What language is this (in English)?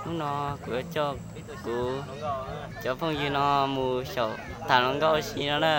Hmong